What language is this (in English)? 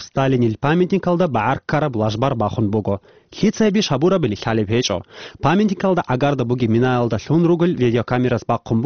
Avaric